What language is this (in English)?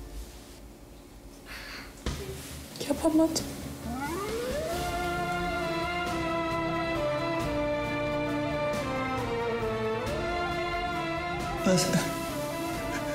Turkish